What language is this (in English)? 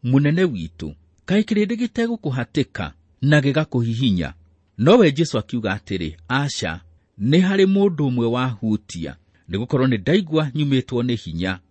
Kikuyu